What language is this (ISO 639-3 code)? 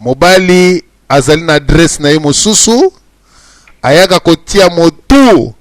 lin